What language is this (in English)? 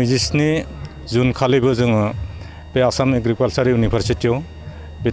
Bodo